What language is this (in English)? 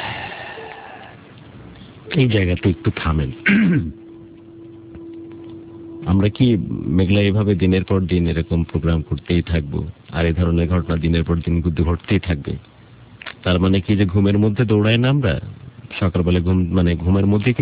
Bangla